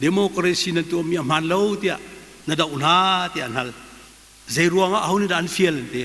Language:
Hakha Chin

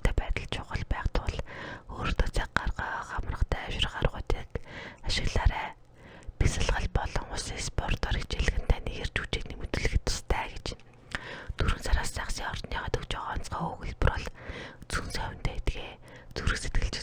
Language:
Mongolian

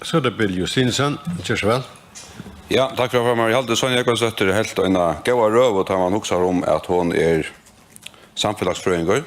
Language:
Faroese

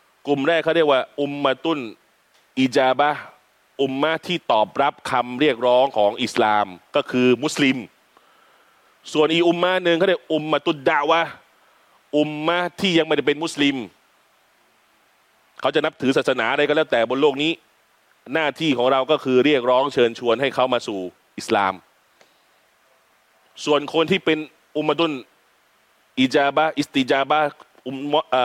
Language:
Thai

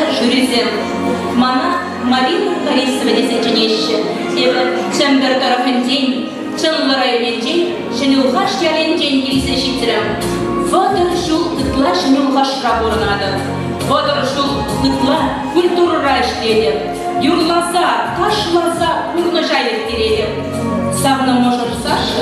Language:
Chuvash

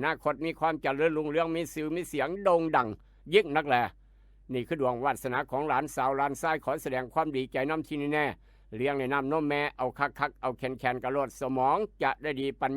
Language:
Northeastern Thai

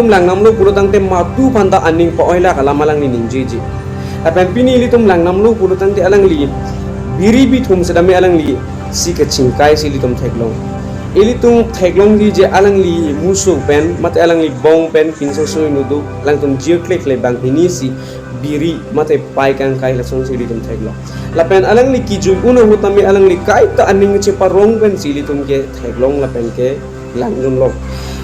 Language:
Karbi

